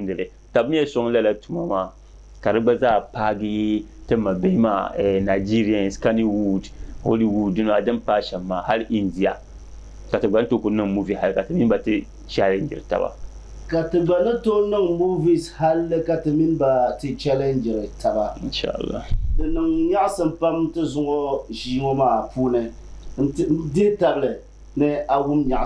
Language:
Dagbani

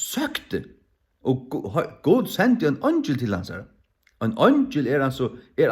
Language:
Faroese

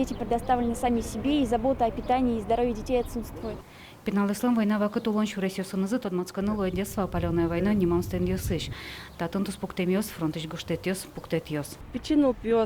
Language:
Udmurt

